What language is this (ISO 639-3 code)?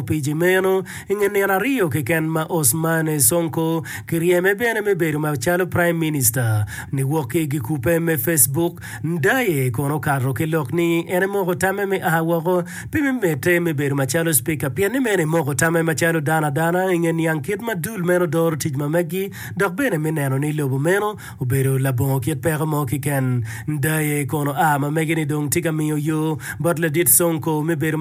ach